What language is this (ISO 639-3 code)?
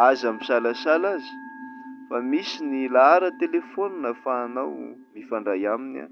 mlg